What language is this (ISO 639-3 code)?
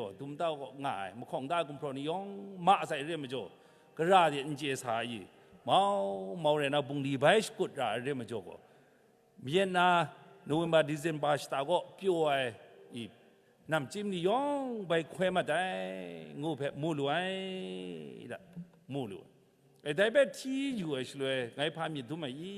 kac